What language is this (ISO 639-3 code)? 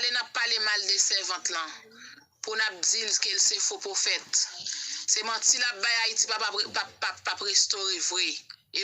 hat